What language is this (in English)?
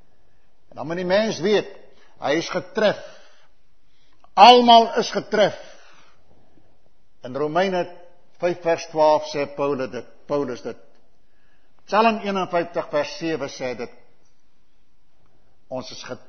Afrikaans